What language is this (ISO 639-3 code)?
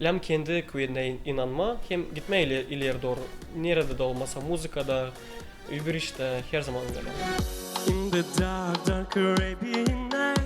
gag